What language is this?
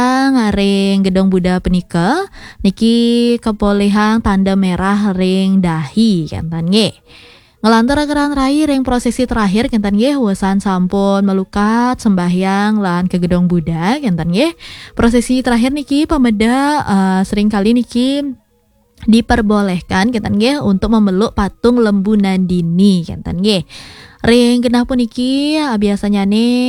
Balinese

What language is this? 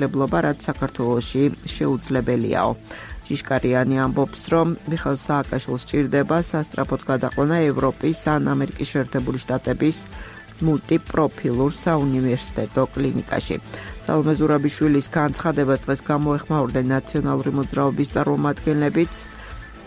Georgian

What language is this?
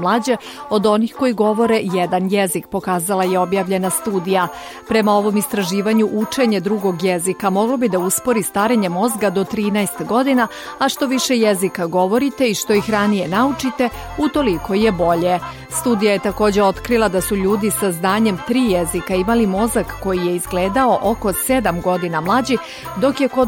Serbian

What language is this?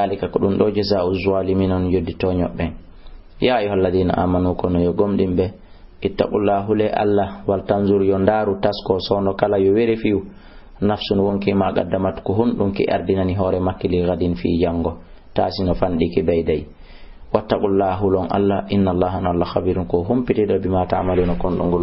Fula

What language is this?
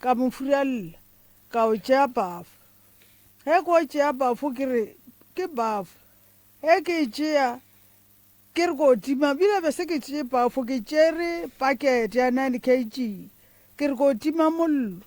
Northern Sotho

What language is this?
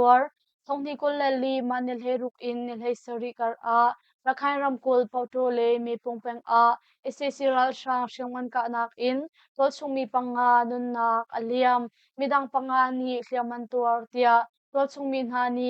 Hakha Chin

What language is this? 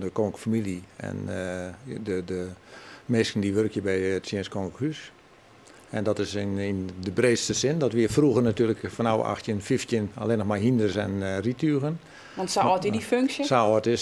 Western Frisian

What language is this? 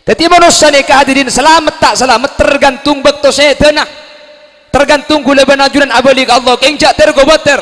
Madurese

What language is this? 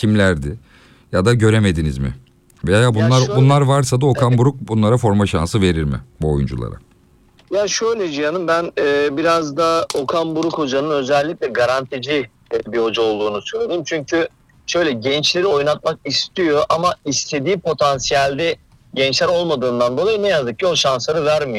Turkish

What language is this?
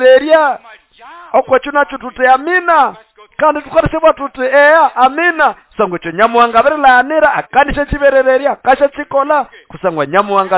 Nande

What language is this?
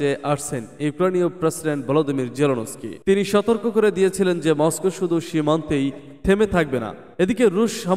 Bangla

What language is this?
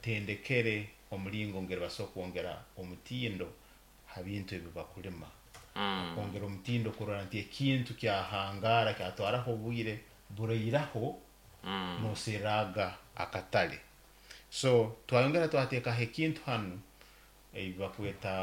Nyoro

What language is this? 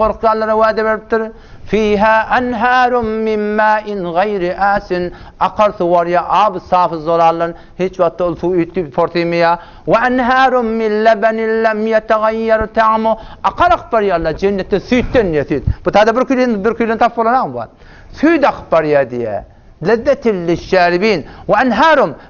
Turkmen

